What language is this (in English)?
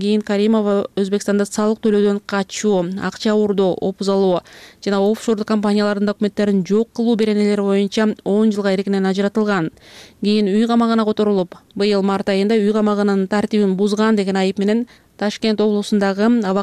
Kyrgyz